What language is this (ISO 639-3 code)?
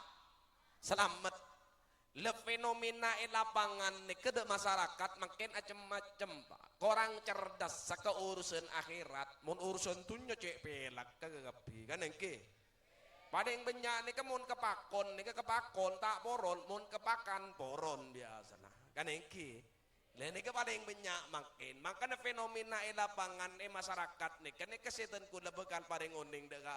mad